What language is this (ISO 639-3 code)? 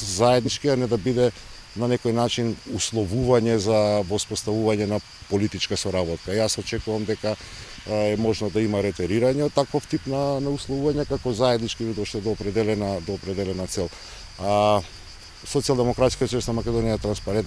mkd